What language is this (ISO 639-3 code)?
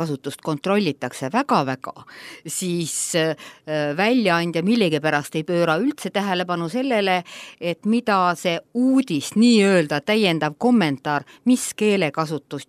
est